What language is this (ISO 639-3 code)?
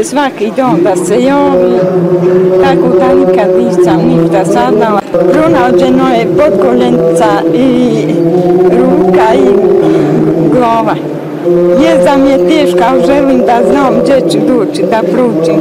bos